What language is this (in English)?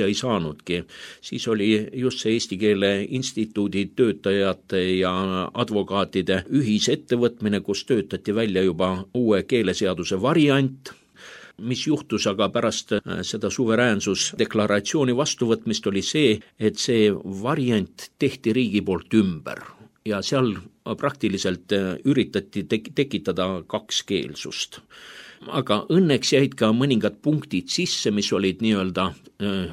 Estonian